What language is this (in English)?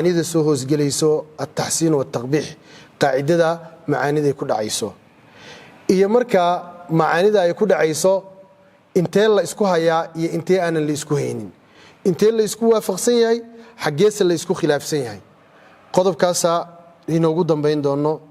Somali